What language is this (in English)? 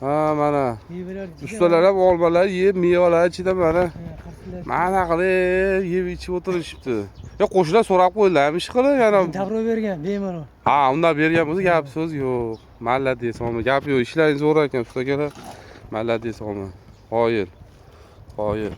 Uzbek